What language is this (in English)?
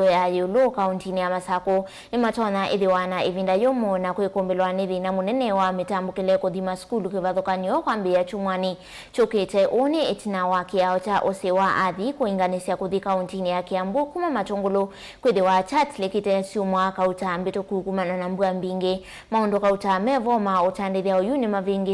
Kamba